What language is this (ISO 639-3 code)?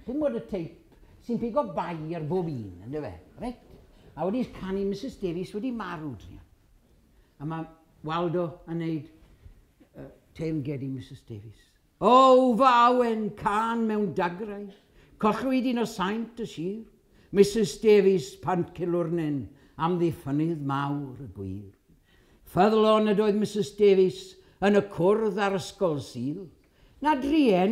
cym